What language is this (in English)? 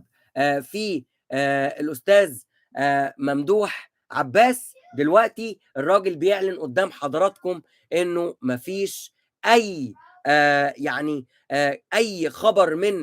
Egyptian Arabic